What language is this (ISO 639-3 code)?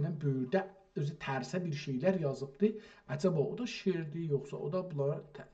azb